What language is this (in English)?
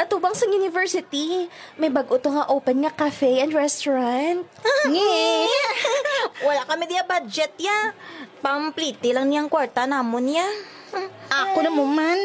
Hiligaynon